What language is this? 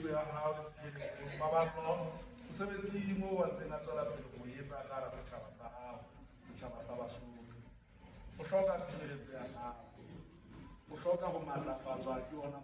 Southern Sotho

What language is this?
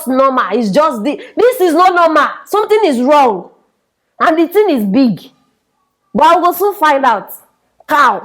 Nigerian Pidgin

